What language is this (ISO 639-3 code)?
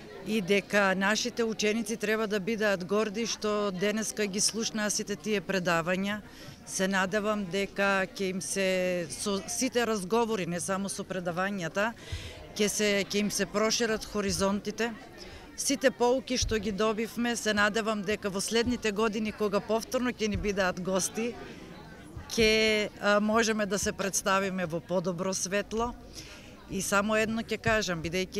mkd